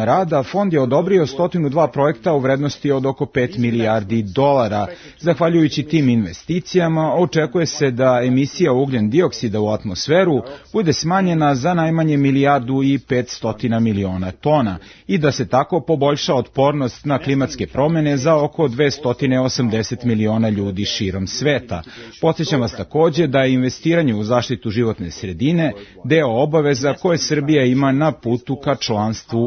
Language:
Serbian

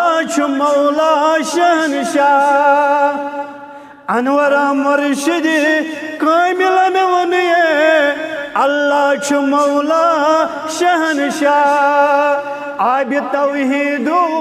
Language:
Kashmiri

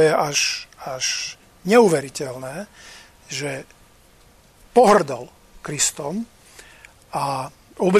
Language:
Slovak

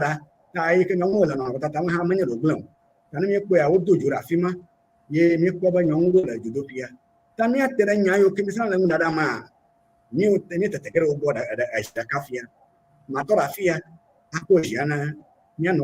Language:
Ewe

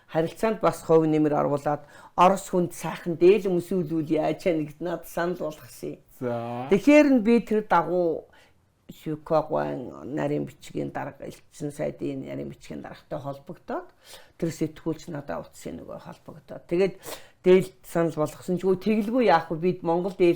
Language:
Mongolian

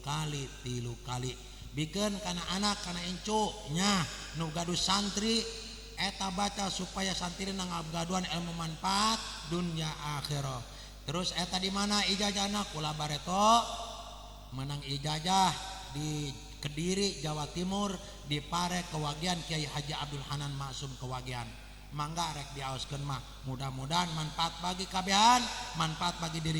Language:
Sundanese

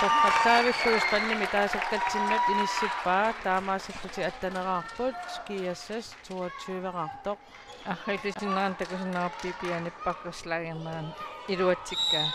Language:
Kalaallisut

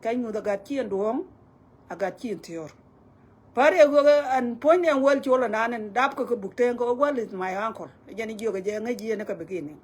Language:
Nuer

